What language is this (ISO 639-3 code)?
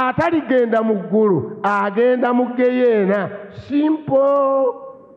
lug